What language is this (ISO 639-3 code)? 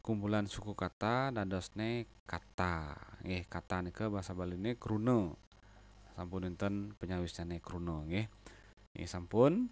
ban